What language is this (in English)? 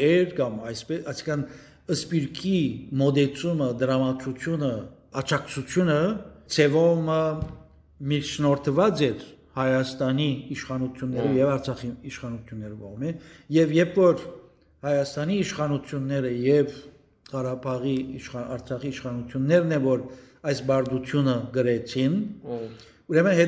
Western Armenian